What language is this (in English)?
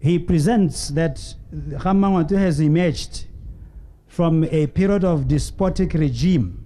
Tswana